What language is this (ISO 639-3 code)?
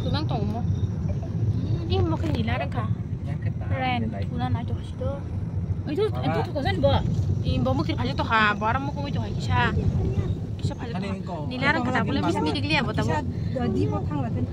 trp